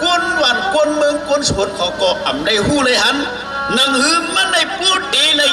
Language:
Shan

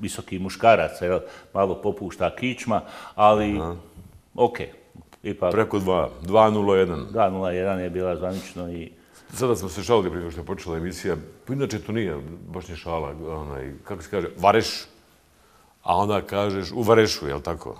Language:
Bosnian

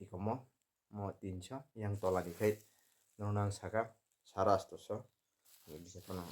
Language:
Kok Borok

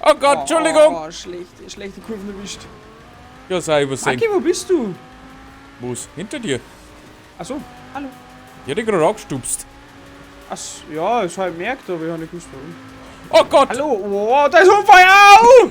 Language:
Bavarian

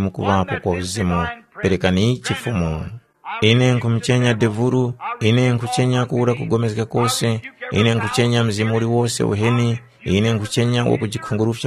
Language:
Tumbuka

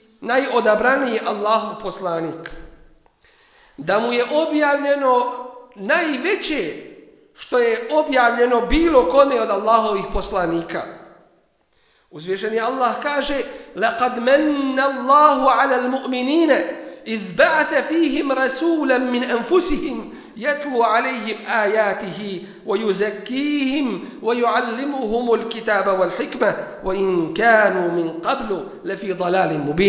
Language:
Bosnian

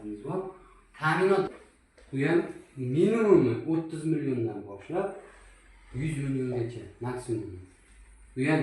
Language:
Uzbek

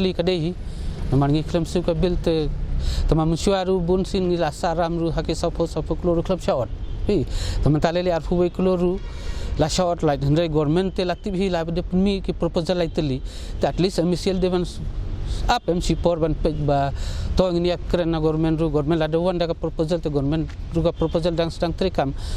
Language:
Khasi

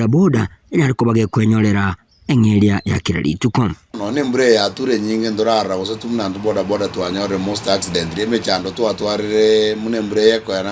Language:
Gusii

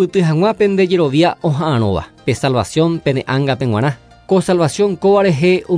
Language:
Guarani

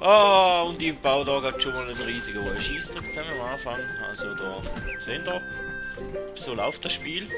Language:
Swiss German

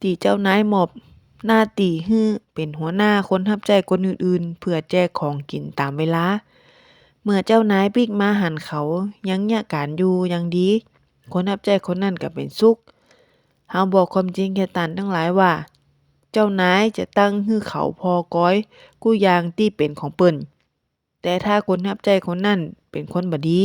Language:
Northern Thai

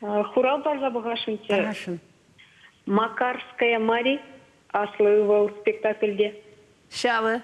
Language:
Chuvash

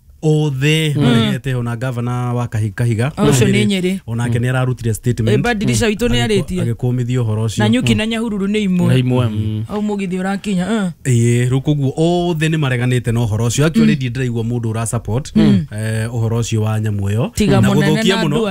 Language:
Kikuyu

